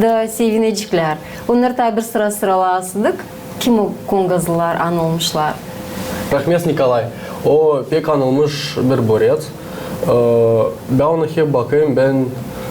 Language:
Gagauz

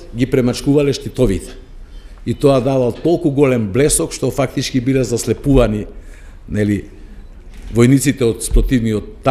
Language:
Macedonian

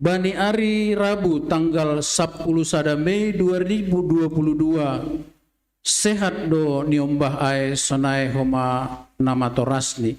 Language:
Batak Simalungun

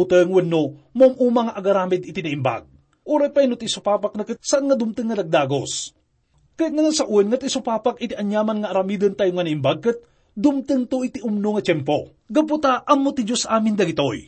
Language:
Iloko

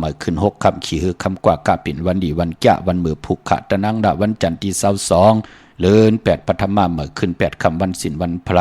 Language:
Shan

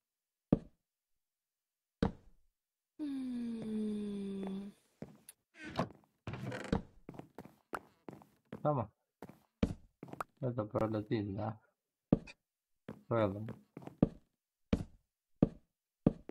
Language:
Turkish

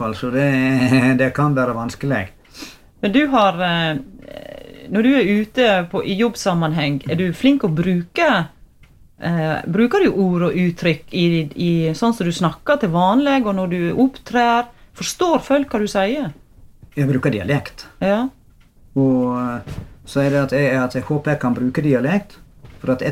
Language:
Norwegian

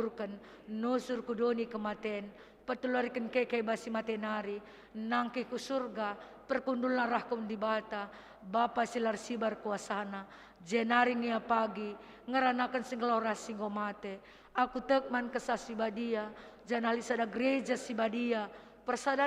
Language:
Batak Karo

